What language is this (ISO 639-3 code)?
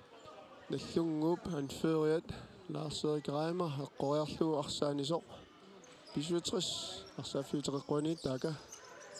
kal